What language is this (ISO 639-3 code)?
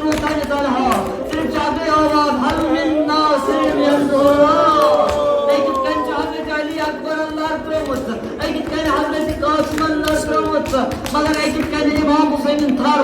kas